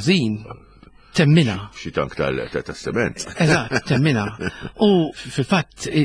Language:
Maltese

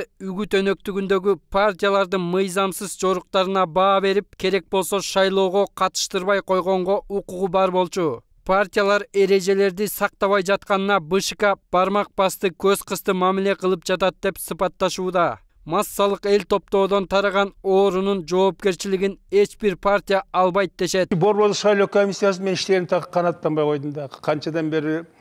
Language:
Kyrgyz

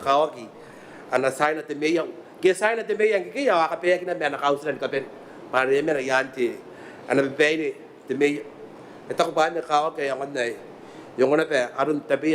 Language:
Gilbertese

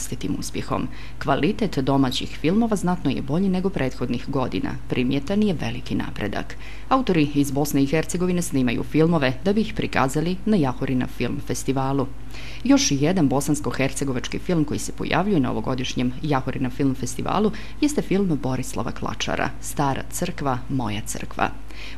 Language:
Bosnian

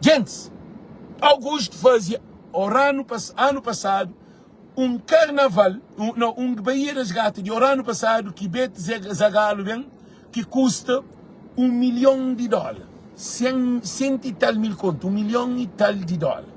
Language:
Kabuverdianu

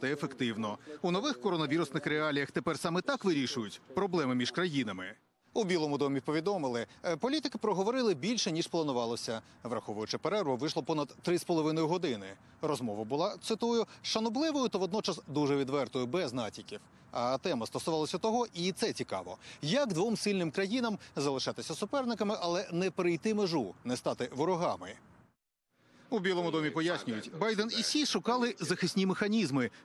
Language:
Ukrainian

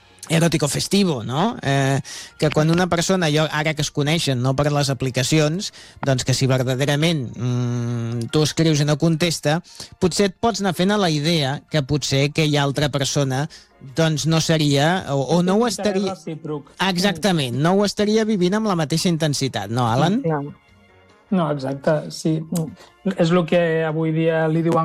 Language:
Catalan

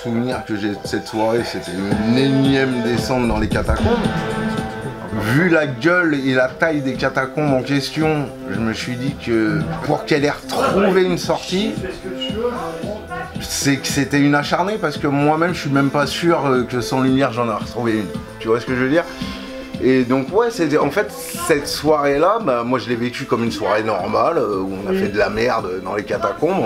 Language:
French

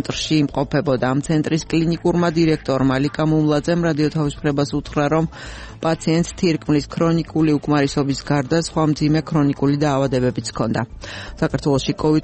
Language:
Georgian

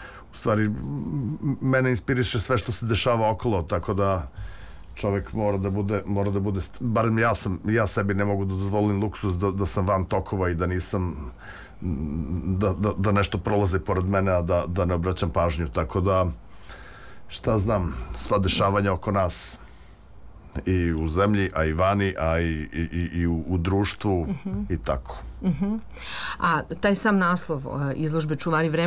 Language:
Serbian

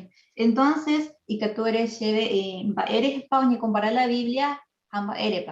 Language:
Guarani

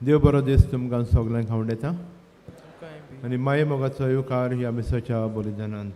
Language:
Konkani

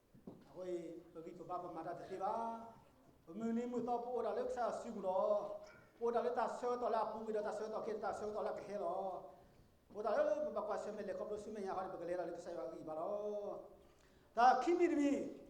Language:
S'gaw Karen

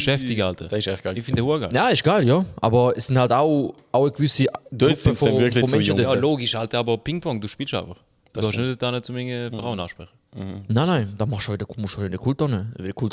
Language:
Swiss German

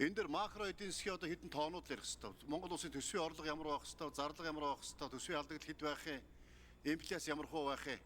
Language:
Mongolian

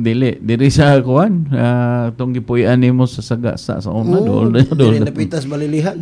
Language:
Cebuano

